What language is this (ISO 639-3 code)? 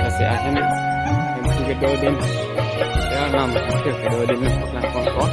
mjw